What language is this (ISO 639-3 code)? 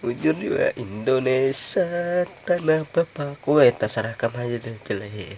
bjn